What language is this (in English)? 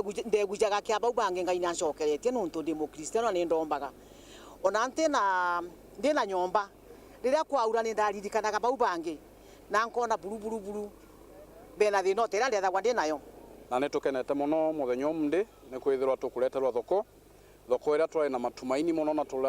Meru